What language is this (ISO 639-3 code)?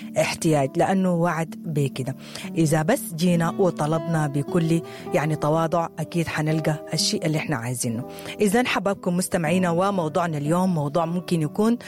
apd